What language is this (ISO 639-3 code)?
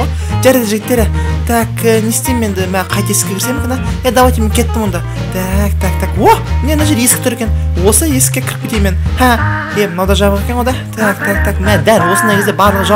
kaz